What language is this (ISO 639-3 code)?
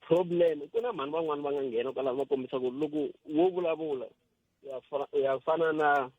tso